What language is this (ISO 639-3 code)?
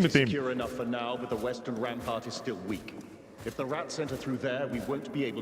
bar